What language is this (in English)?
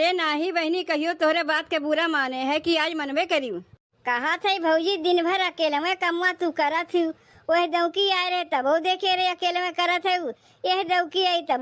Awadhi